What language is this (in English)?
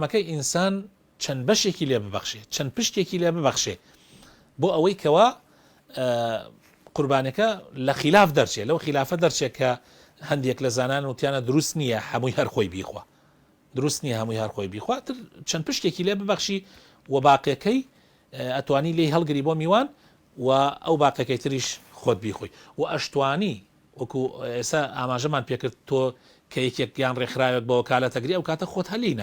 Central Kurdish